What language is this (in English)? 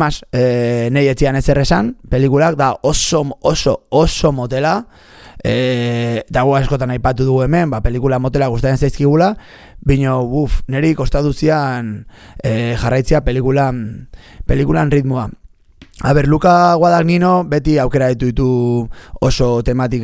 Basque